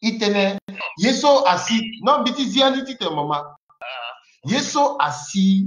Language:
Sango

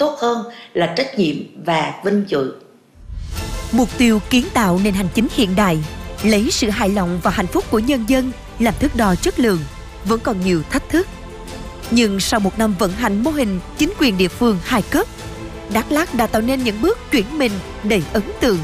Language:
Vietnamese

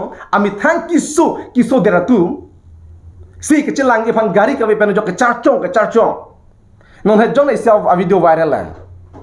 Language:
Karbi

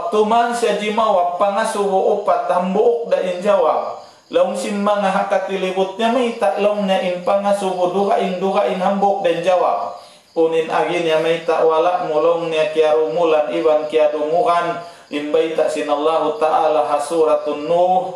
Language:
Tausug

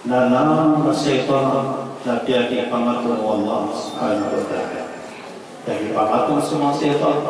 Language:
Maranao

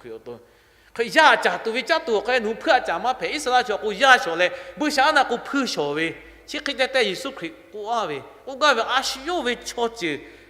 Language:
Lahu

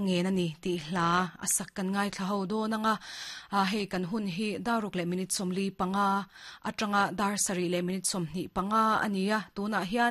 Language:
Mizo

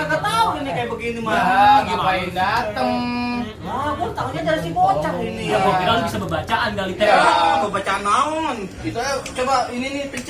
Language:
Betawi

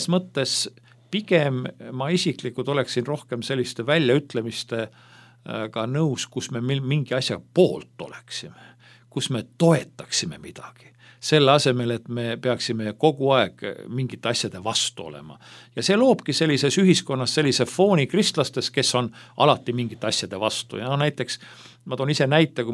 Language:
Estonian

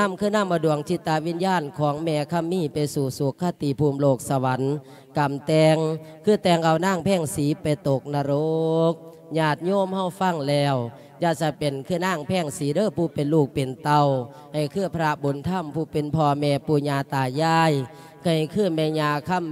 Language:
Lao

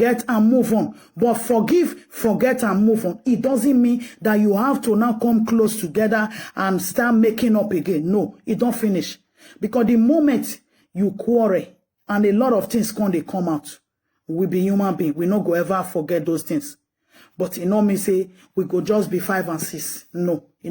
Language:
Nigerian Pidgin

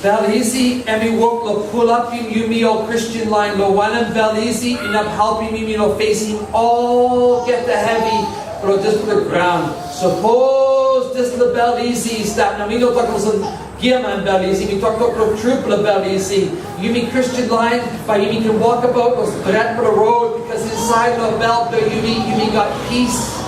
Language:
Tok Pisin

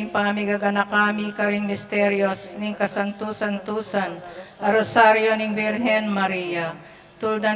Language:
Pampanga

